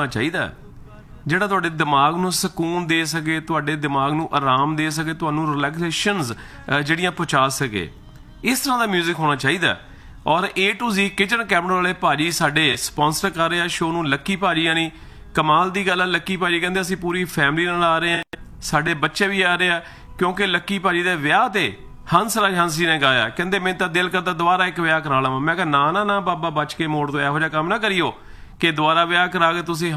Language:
Punjabi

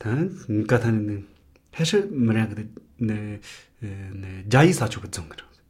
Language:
Latvian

